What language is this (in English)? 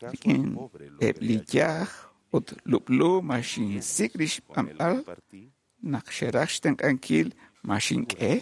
Kekchí